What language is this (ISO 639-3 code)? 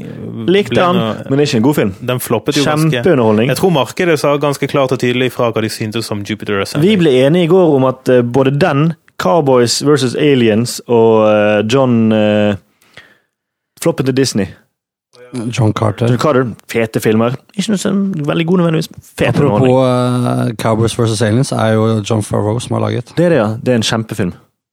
nor